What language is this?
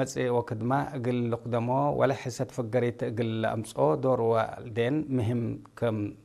Tigre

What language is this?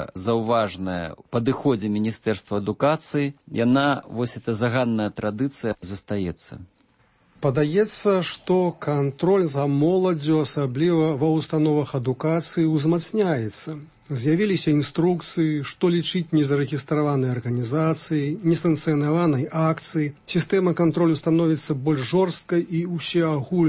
Belarusian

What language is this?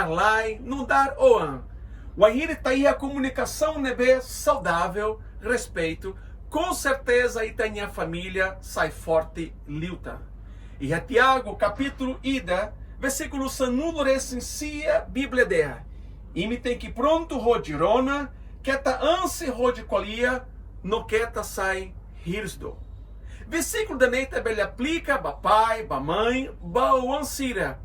Tetum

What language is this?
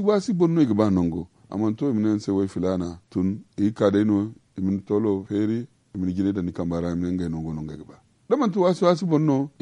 Zarma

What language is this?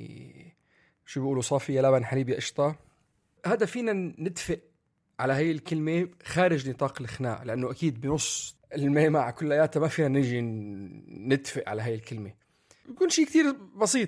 North Levantine Arabic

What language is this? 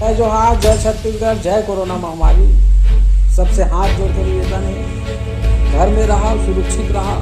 Chhattisgarhi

